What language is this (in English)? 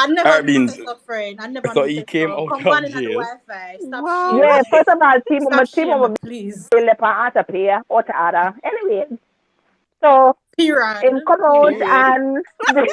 Jamaican Creole English